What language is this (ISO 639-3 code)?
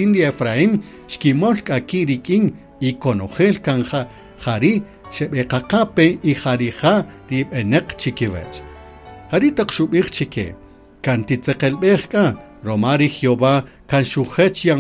cak